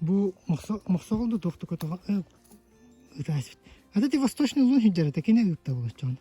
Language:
Yakut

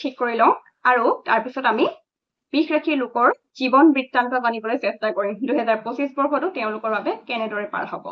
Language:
Assamese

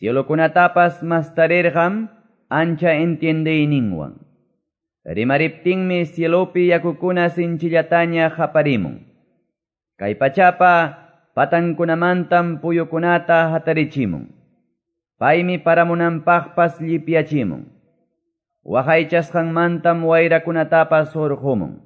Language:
Quechua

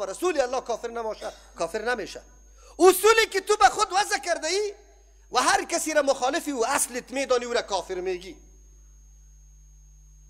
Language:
Persian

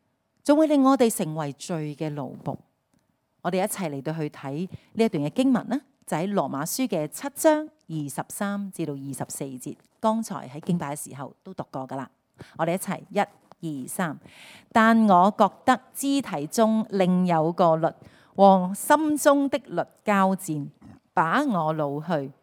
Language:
Cantonese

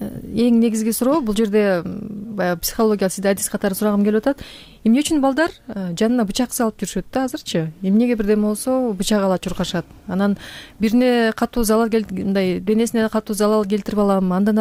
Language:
Kyrgyz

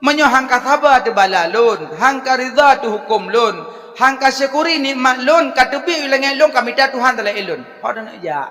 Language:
Achinese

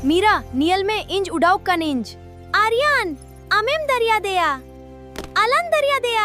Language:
Santali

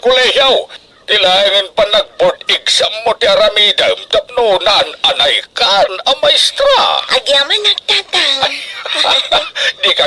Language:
Iloko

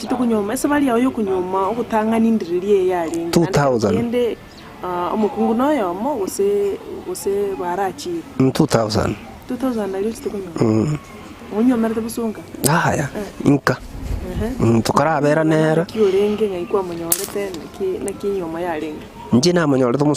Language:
Gusii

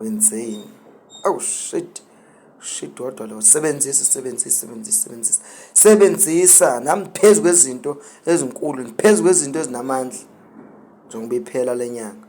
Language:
Zulu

